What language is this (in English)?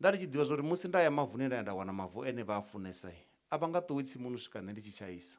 Venda